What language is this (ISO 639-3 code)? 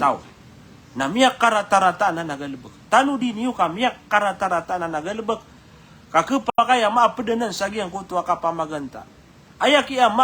mrw